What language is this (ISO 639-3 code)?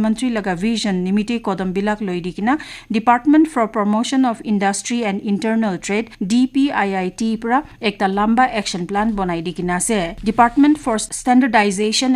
nag